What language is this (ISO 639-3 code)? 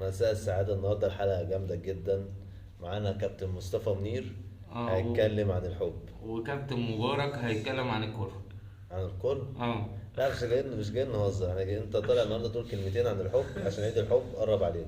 arz